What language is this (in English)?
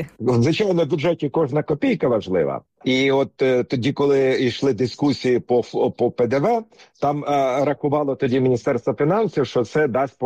Ukrainian